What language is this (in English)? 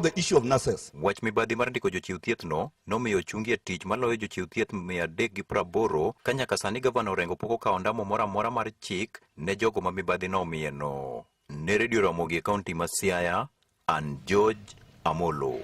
Luo (Kenya and Tanzania)